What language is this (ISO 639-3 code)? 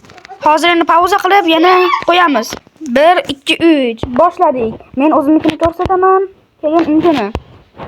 uzb